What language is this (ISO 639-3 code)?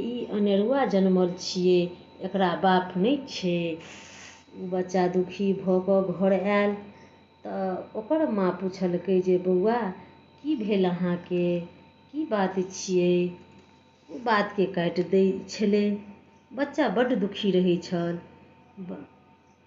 mai